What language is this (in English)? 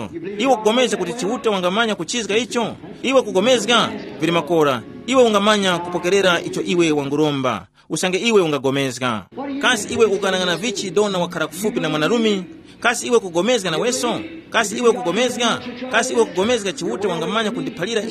Tumbuka